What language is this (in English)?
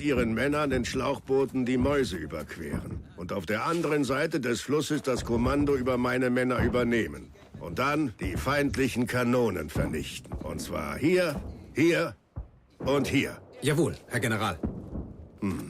Bavarian